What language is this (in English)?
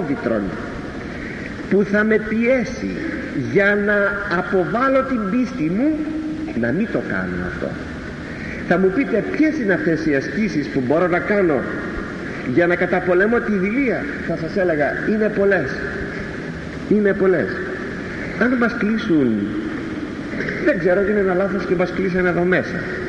Greek